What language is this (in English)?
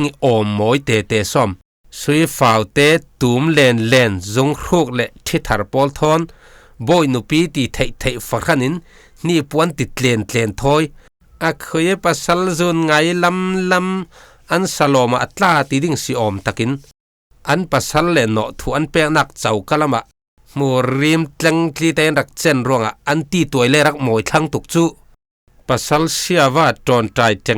Falam Chin